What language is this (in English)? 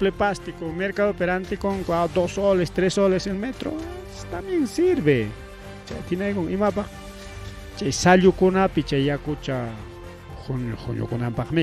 Ayacucho Quechua